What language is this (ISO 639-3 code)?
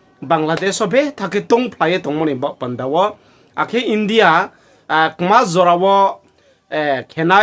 ria